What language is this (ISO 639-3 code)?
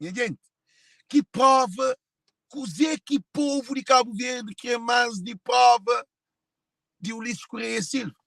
kea